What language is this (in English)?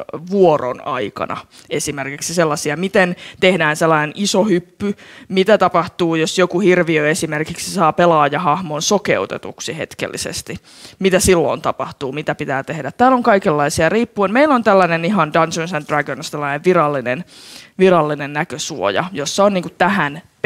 Finnish